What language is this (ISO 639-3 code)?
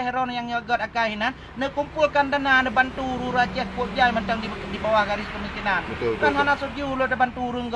ace